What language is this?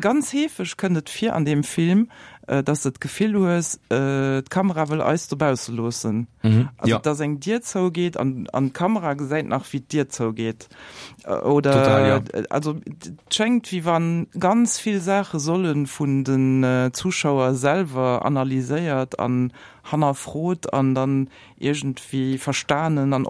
Luxembourgish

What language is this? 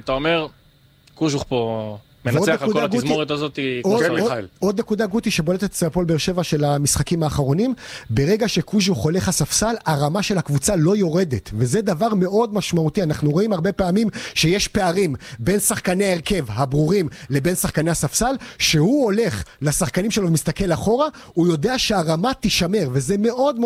Hebrew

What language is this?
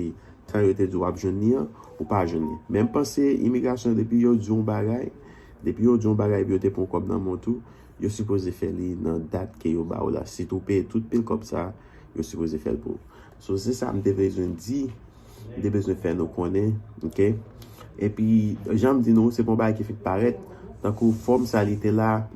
Haitian Creole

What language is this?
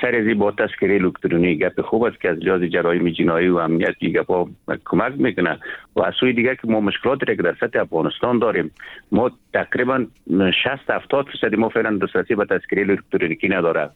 Persian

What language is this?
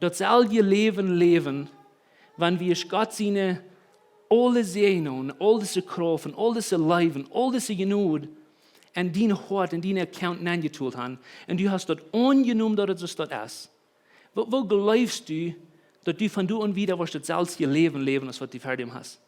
Plautdietsch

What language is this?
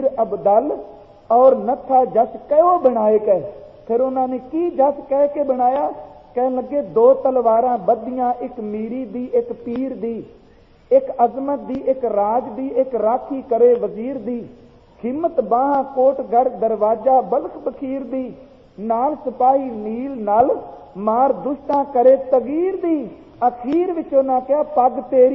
Punjabi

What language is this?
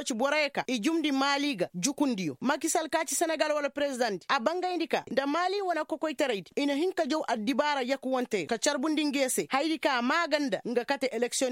Koyraboro Senni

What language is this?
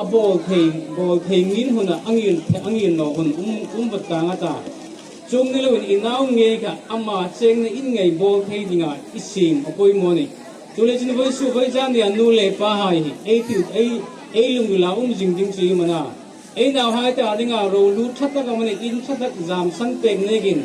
Hmar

